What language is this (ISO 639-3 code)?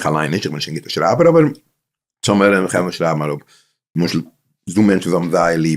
yid